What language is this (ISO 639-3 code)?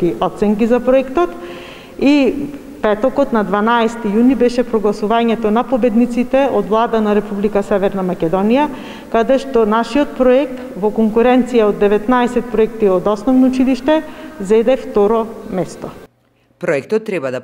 mkd